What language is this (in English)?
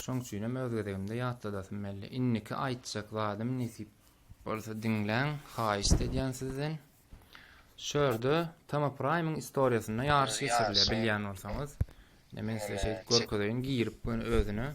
Turkmen